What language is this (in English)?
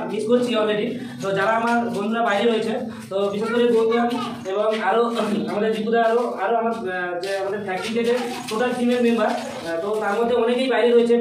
Bangla